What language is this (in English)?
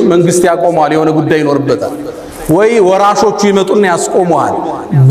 Amharic